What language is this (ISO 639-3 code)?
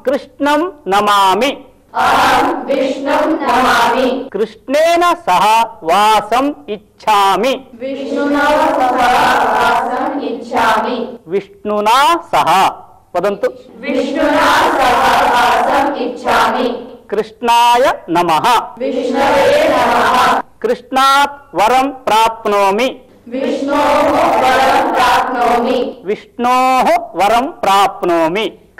san